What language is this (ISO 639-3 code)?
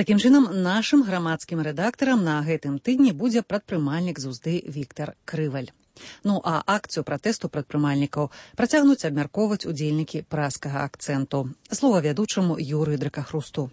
bel